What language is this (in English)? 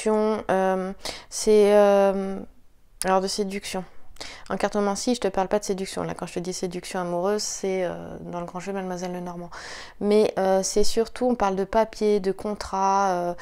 French